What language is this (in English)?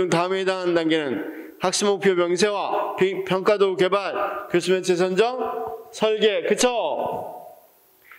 Korean